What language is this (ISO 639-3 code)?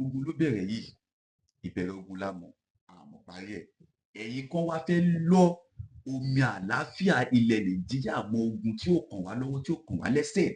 yor